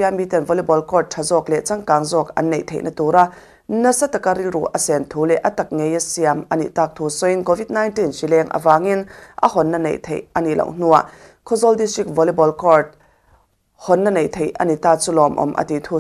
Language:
Mizo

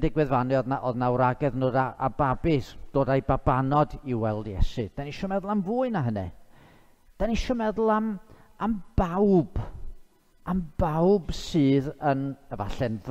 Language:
Welsh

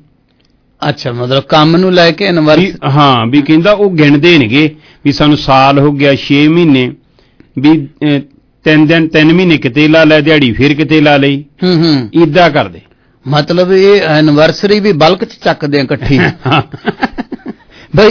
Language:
Punjabi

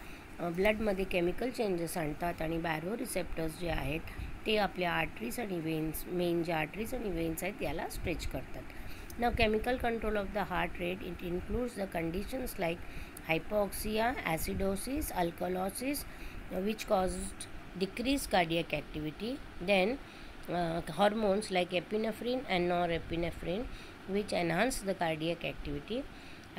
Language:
Marathi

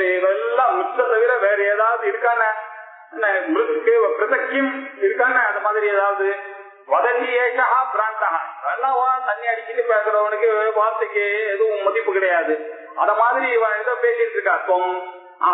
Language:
Tamil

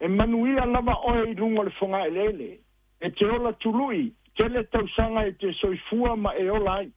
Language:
Samoan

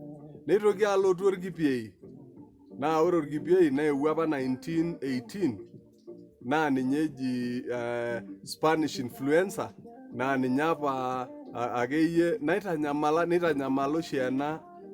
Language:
Masai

